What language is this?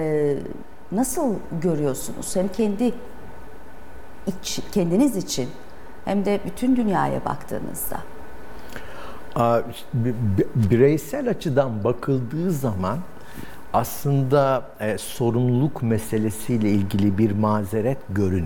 Turkish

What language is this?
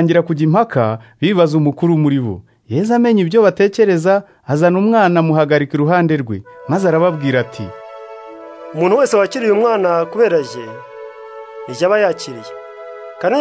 Kinyarwanda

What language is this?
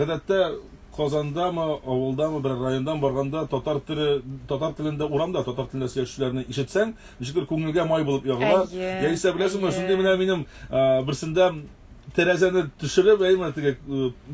Tatar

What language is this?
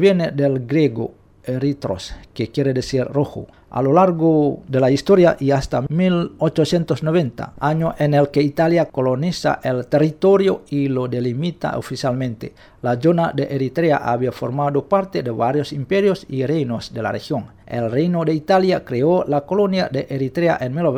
Spanish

